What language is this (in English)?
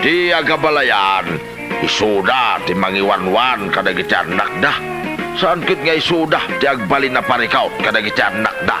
Iloko